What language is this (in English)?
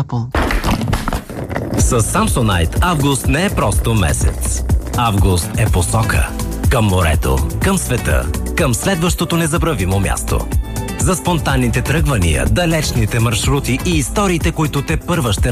Bulgarian